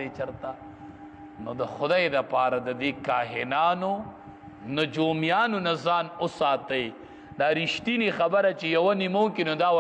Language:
Pashto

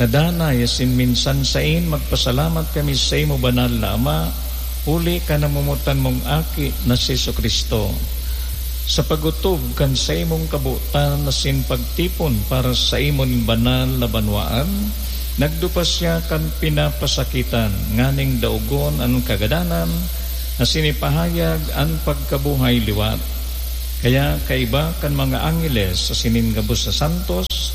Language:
Bikol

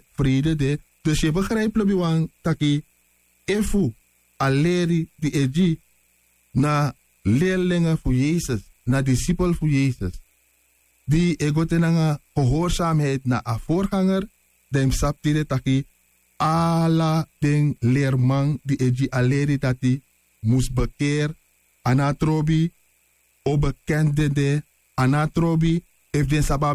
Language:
Sranan Tongo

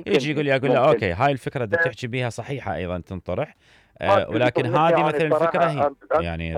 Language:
Mesopotamian Arabic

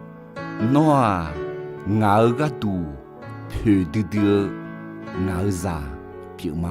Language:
Akha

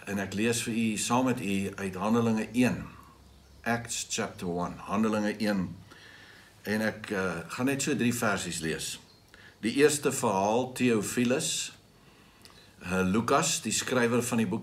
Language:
Afrikaans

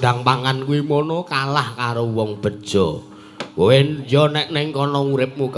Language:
Javanese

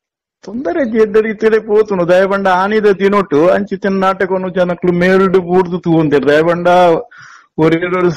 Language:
Tulu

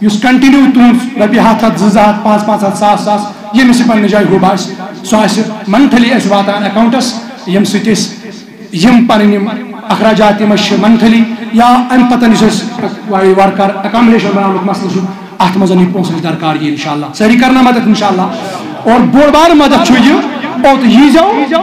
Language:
Kashmiri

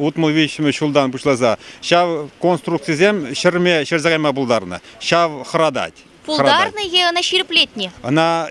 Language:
Chuvash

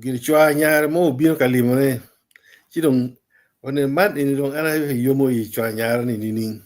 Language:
Acoli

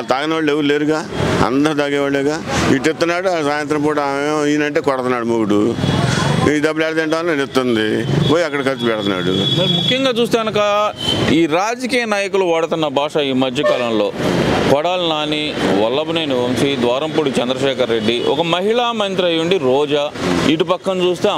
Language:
Telugu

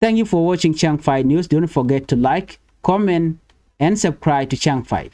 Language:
Nuer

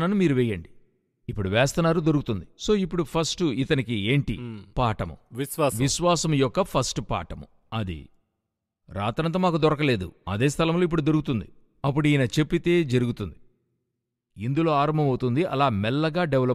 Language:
Telugu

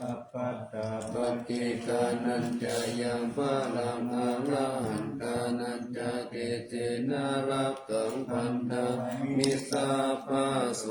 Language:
Pali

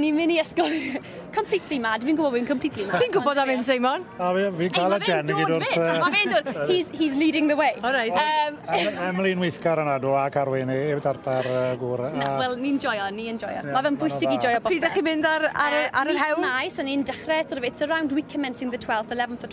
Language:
Welsh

